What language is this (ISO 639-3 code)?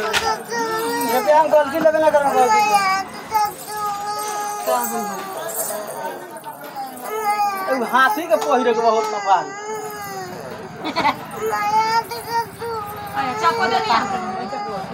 bho